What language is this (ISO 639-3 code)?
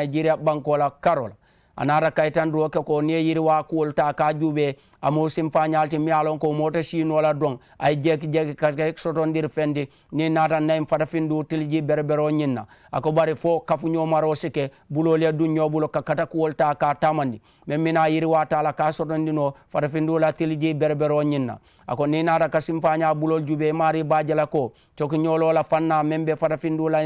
man